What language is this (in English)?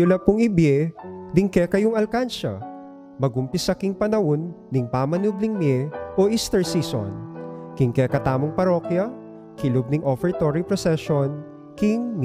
Pampanga